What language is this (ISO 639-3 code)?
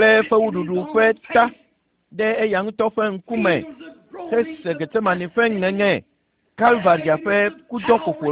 ewe